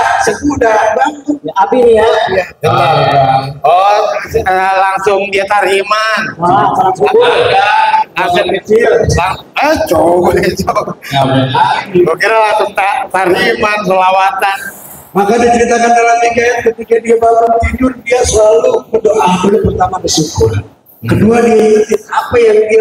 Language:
Betawi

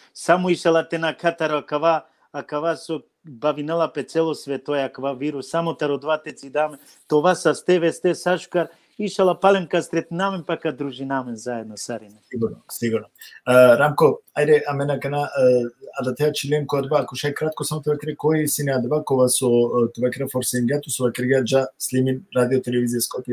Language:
Balkan Romani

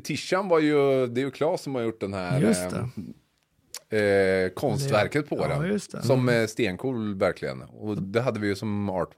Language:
Swedish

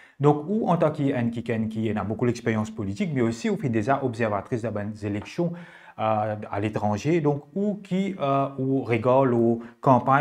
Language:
Morisyen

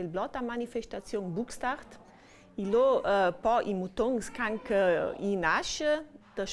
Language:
Ladin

